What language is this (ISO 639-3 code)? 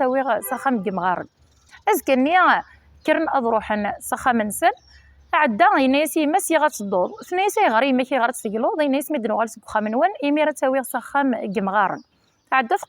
kab